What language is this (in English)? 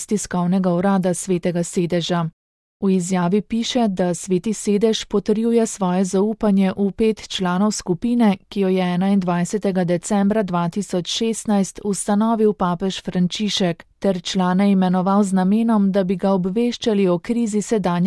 Slovenian